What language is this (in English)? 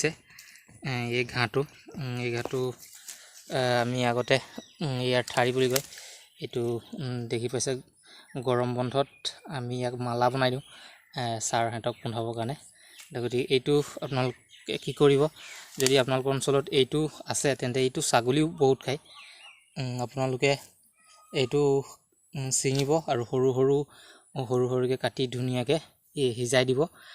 Assamese